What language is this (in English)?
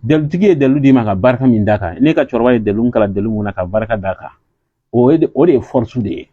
Bambara